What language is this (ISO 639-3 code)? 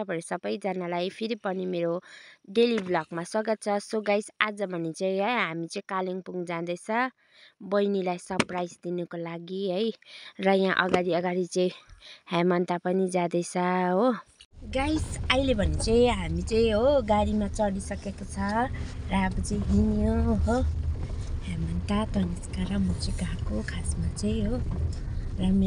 nep